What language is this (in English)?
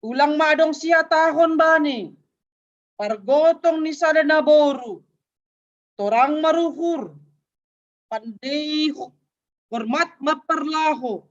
Batak Simalungun